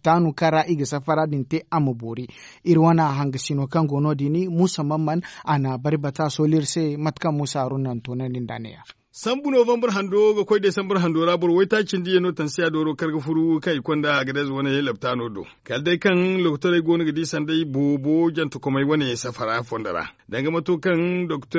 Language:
Zarma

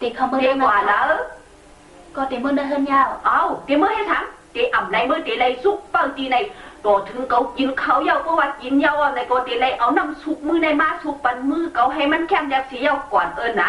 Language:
Shan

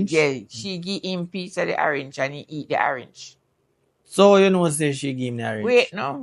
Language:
Jamaican Creole English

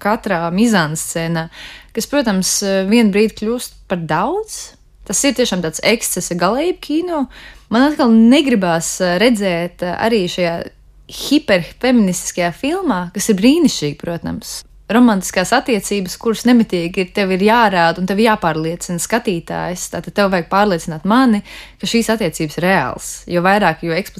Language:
Latvian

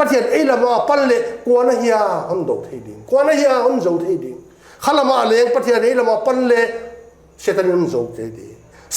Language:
Paite Chin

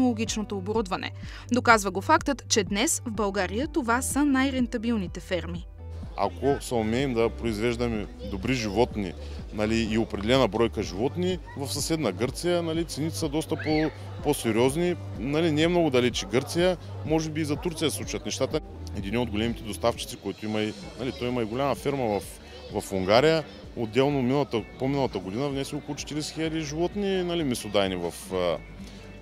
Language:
Bulgarian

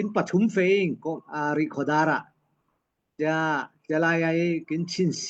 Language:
Falam Chin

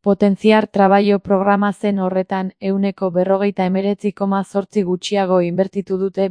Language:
Basque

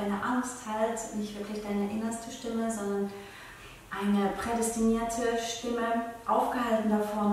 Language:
Swiss German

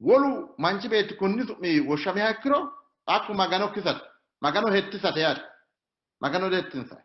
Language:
Sidamo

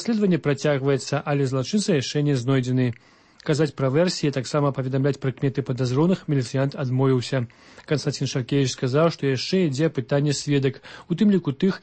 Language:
Belarusian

